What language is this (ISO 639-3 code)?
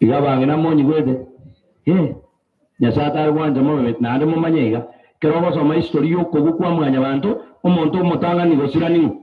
guz